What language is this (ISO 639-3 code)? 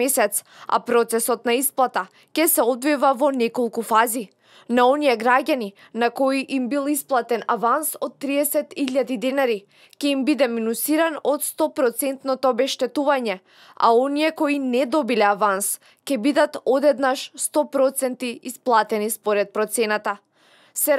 mkd